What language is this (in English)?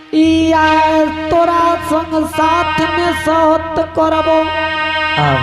Angika